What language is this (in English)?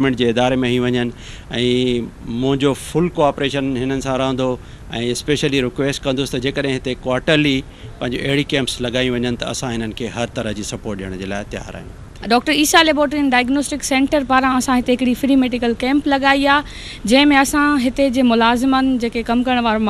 Sindhi